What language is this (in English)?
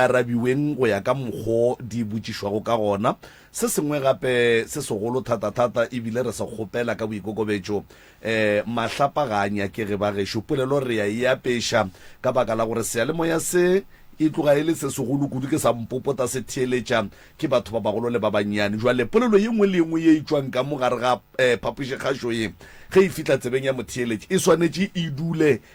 Northern Sotho